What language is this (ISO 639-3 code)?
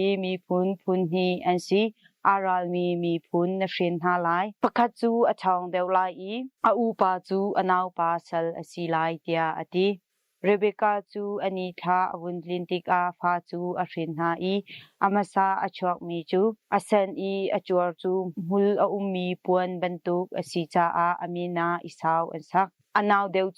cnh